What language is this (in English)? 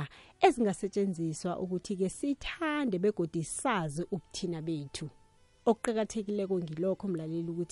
South Ndebele